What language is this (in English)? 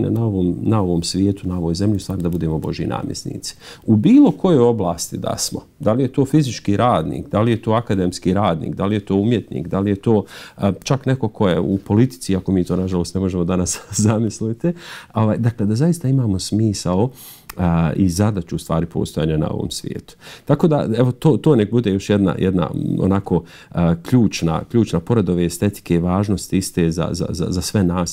Bosnian